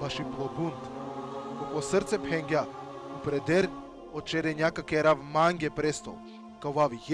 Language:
Balkan Romani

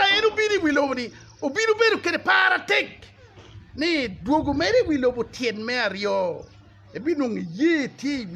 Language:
Acoli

